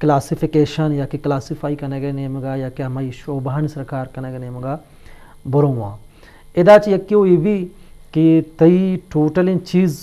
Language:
Eastern Balochi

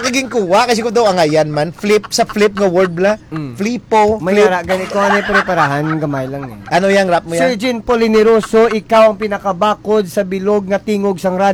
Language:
Hiligaynon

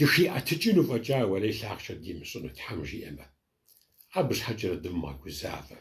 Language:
Kabardian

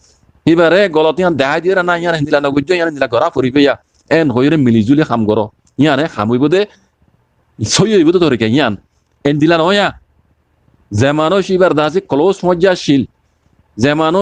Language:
Rohingya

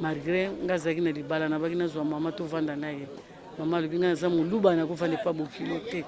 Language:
Lingala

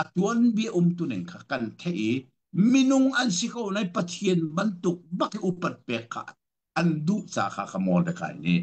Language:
Hakha Chin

